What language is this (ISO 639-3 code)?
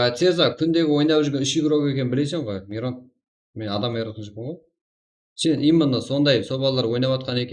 kaa